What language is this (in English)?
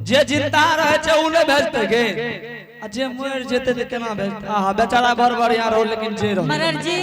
Angika